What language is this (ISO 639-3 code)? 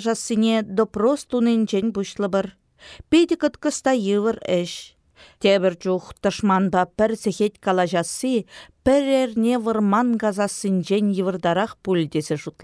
chv